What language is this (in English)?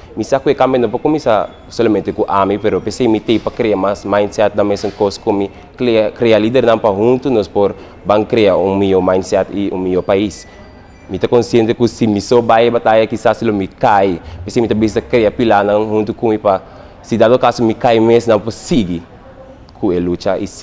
Papiamento